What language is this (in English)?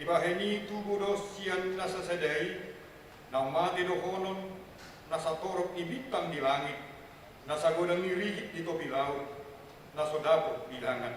Batak Toba